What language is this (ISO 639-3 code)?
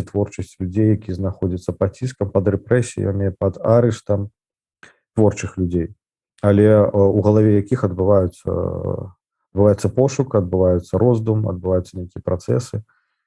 bel